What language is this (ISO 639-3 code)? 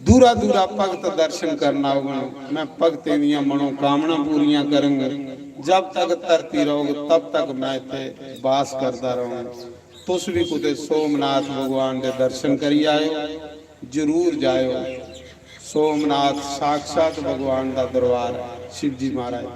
doi